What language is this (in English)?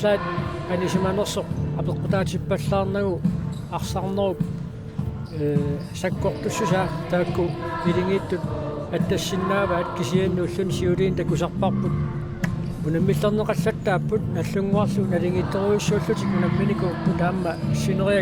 Kalaallisut